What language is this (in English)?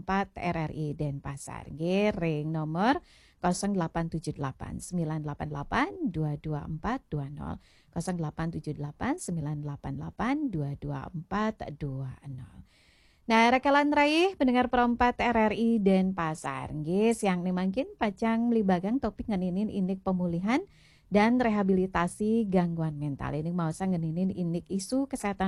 Balinese